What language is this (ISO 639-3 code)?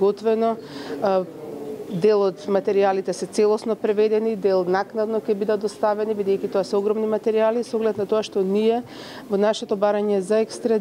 mkd